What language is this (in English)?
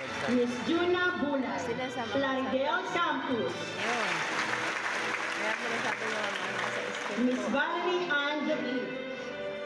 Filipino